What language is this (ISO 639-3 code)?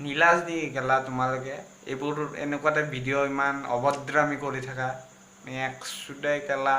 asm